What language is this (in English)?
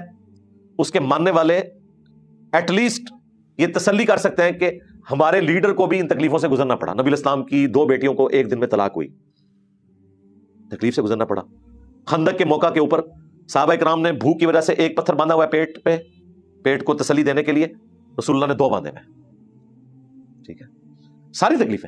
Urdu